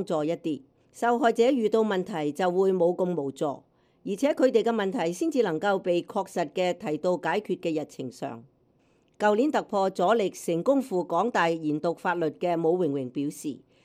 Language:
Cantonese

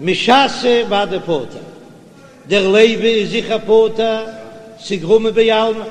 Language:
Yiddish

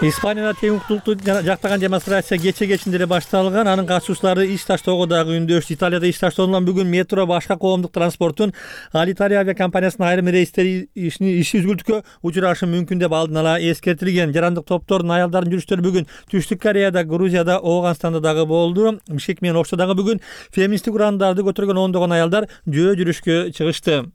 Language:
Kyrgyz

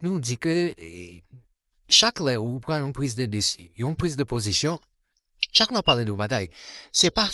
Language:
Haitian Creole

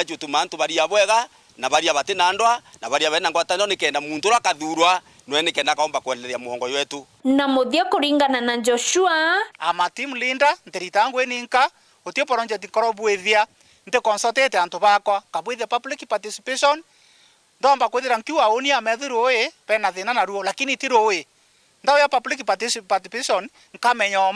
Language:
Meru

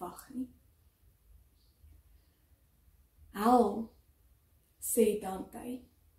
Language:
Afrikaans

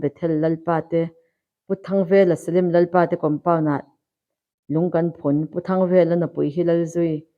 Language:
Mizo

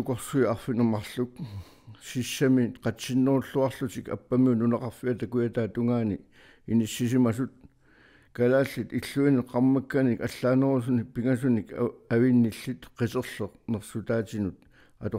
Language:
Kalaallisut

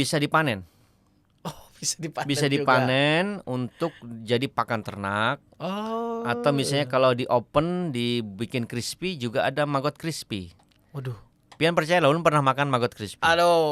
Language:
Banjar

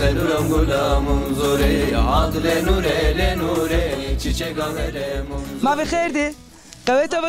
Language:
Zaza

